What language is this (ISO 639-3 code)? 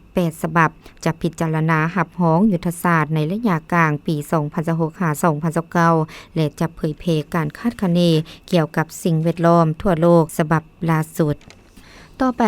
lao